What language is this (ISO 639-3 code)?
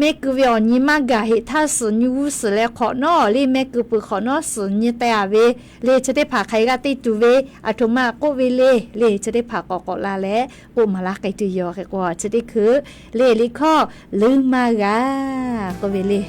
lhu